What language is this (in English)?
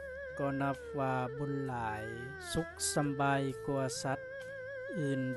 Lao